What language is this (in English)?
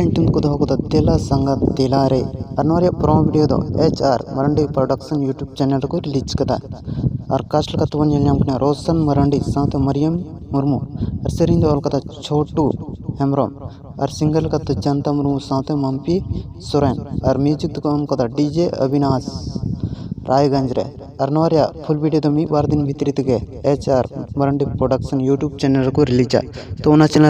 Santali